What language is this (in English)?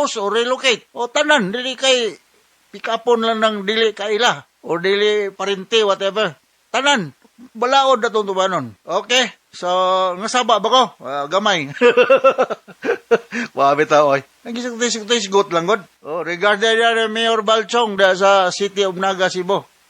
Cebuano